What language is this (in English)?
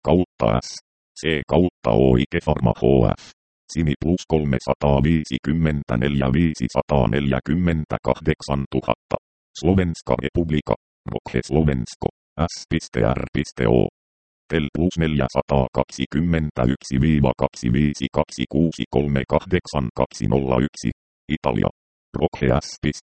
Finnish